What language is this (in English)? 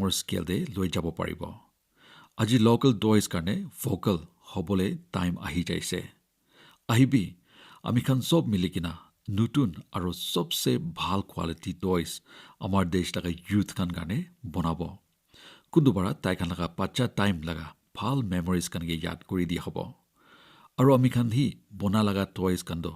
Naga Pidgin